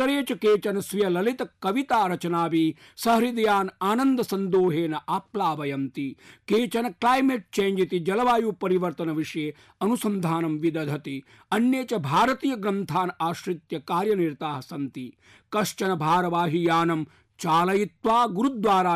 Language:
Sanskrit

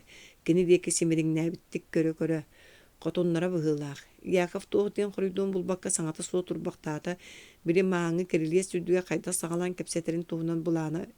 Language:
Yakut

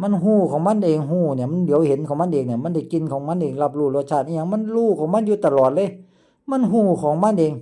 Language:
Lao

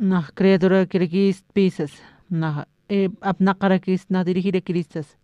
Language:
Aymara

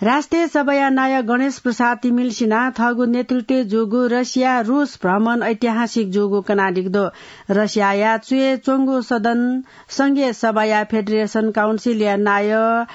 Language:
Newari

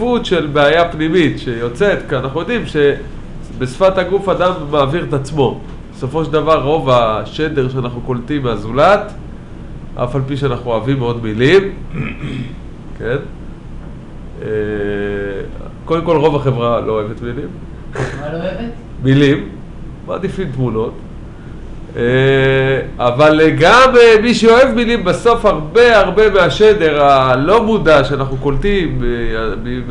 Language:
Hebrew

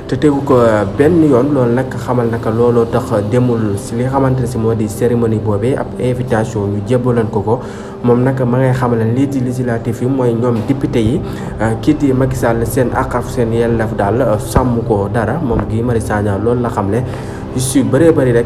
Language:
Wolof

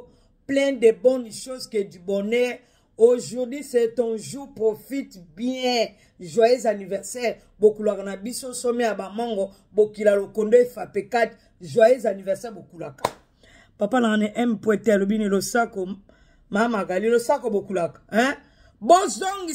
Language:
Lingala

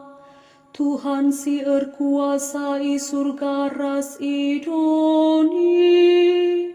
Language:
Batak Karo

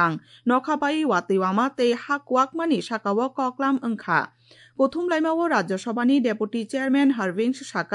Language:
Kok Borok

